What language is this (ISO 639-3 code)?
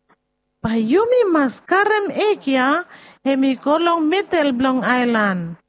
bis